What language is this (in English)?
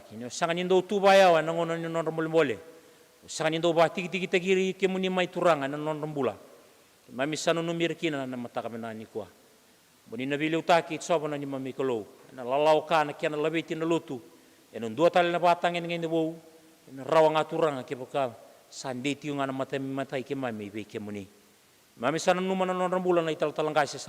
Fijian